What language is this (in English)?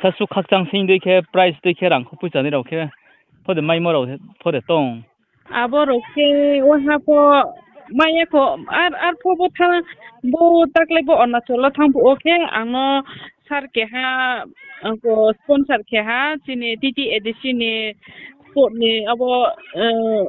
Riang (India)